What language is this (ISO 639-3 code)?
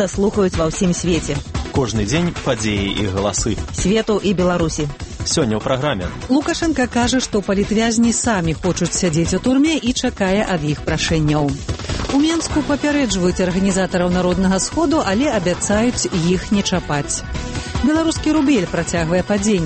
bel